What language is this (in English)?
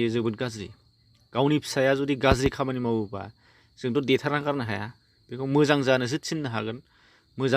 Bodo